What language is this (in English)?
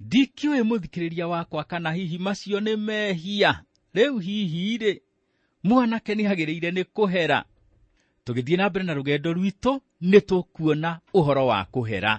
Kikuyu